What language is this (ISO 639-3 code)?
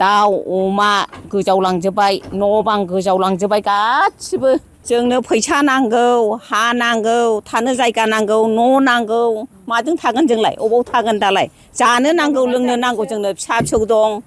brx